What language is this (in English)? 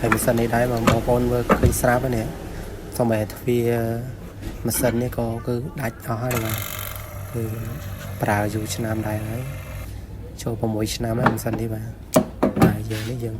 Khmer